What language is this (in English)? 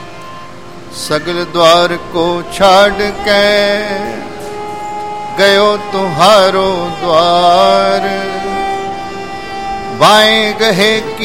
Punjabi